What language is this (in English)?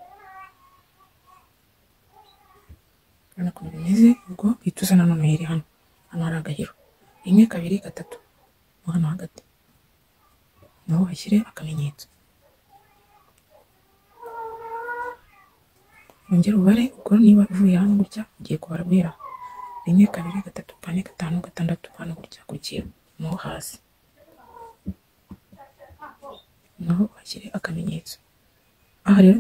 Kinyarwanda